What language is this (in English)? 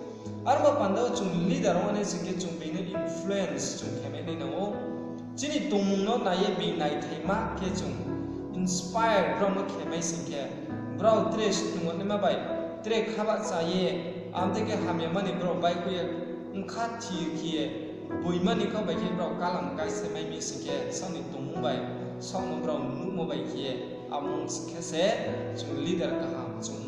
Riang (India)